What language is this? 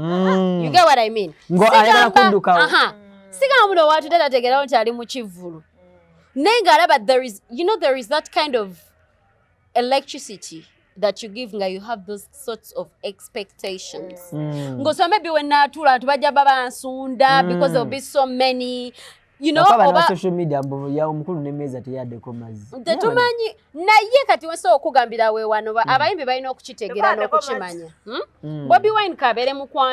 Ganda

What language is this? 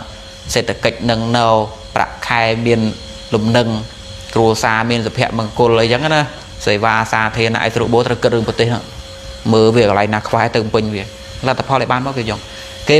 Khmer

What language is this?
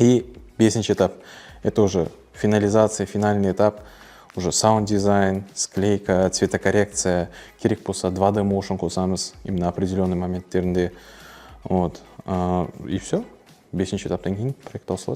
Kara-Kalpak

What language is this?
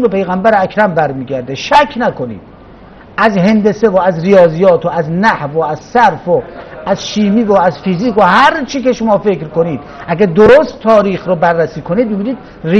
Persian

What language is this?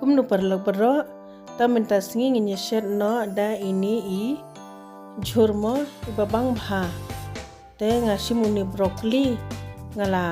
Khasi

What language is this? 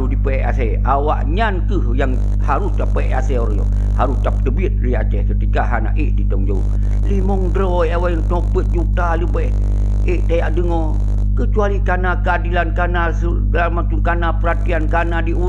Achinese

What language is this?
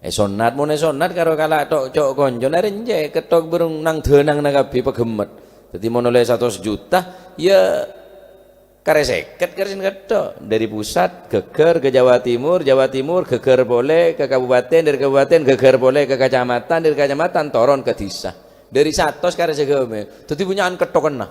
Madurese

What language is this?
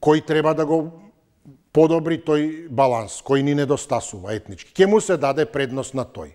Macedonian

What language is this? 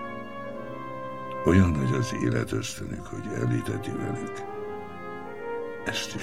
Hungarian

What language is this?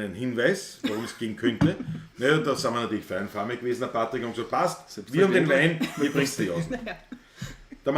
Bavarian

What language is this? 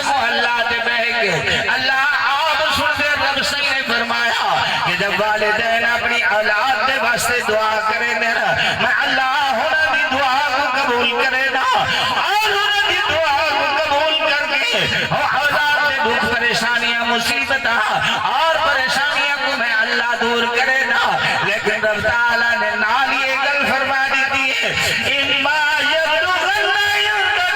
Saraiki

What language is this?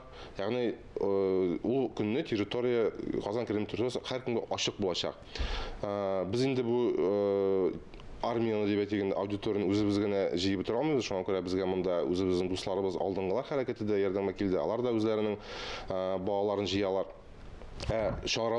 Tatar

